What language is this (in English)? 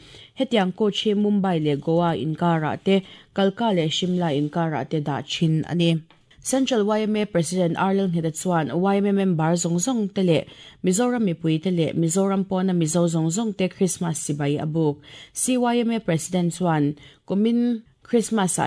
Mizo